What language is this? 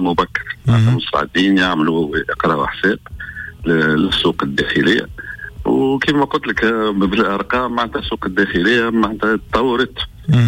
Tunisian Arabic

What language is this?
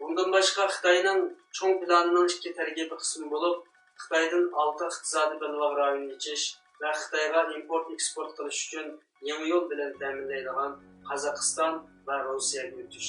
Uyghur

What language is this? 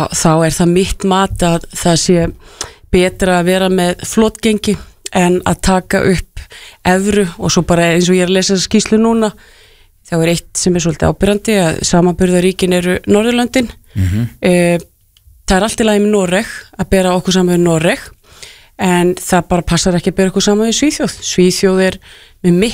Icelandic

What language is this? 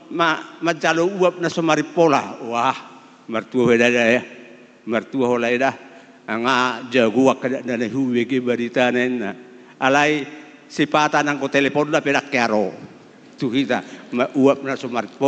Batak Toba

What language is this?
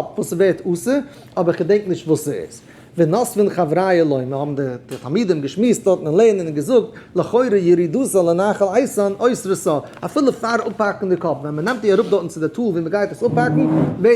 Yiddish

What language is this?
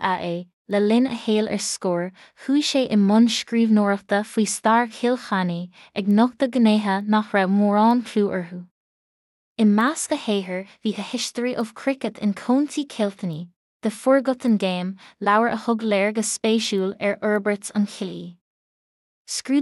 Irish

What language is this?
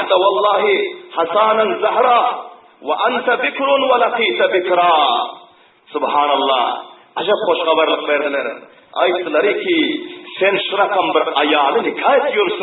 Turkmen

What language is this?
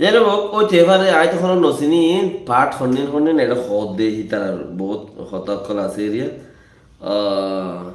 Rohingya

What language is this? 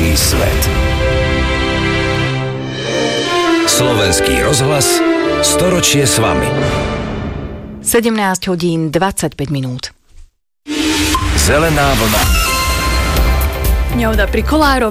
Slovak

